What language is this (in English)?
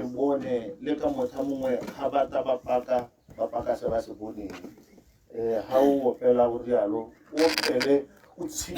Tswana